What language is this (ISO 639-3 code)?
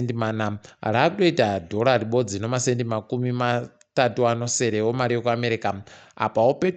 ndc